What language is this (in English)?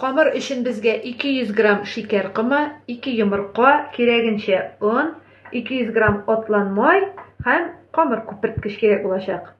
Tatar